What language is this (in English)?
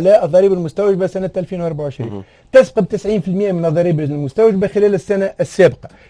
Tunisian Arabic